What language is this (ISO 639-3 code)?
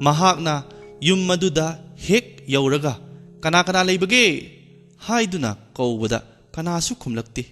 mni